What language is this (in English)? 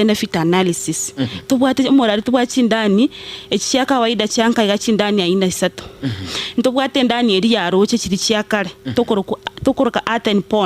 Gusii